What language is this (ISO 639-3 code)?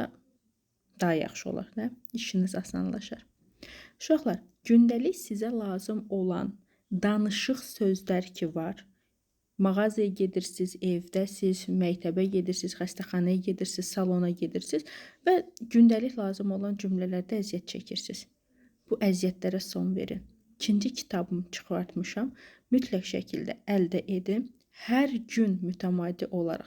aze